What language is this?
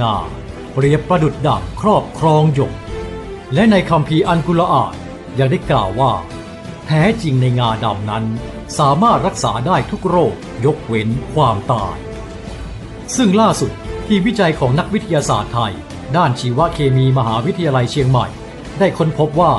Lao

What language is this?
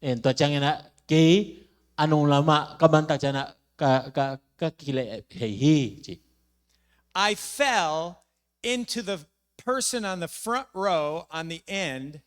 Tedim Chin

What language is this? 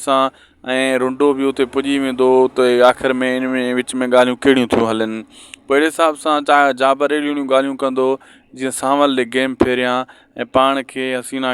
Sindhi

